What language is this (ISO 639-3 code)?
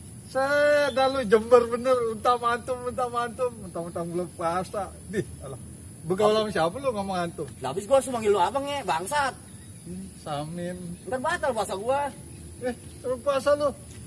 bew